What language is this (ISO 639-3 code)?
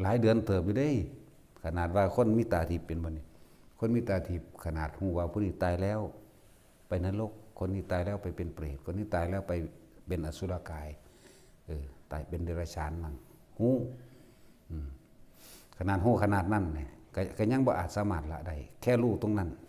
lao